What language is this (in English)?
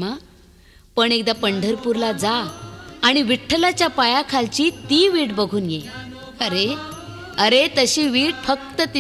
Marathi